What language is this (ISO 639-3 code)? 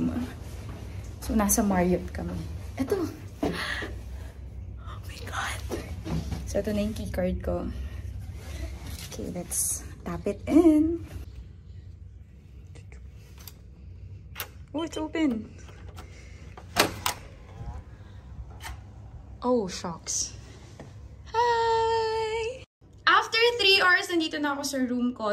fil